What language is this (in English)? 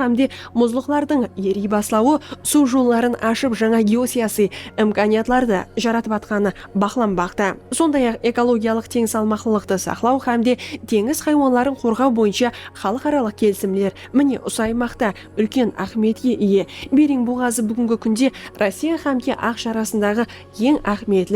Kara-Kalpak